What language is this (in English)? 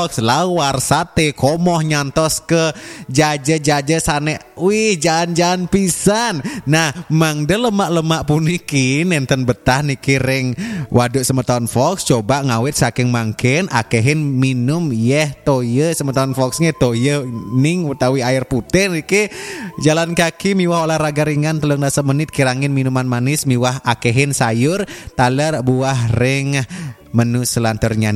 Balinese